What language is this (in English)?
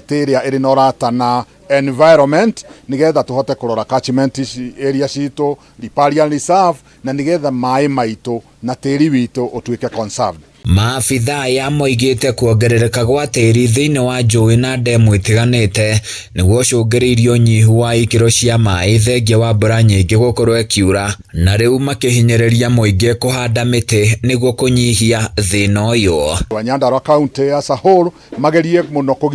Kikuyu